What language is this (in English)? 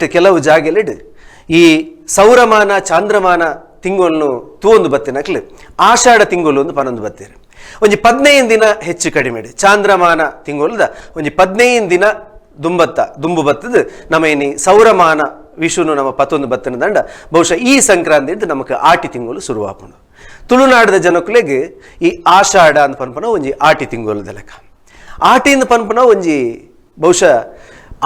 Tulu